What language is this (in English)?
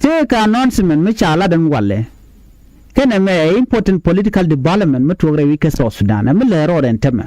Nuer